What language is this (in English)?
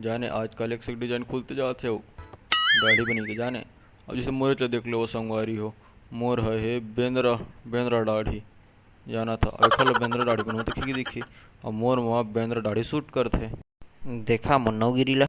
Chhattisgarhi